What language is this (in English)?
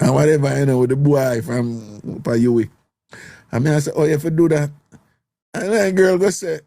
Jamaican Creole English